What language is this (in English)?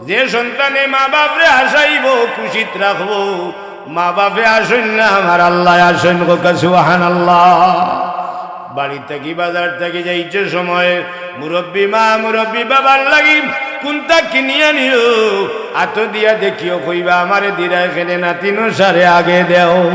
Sylheti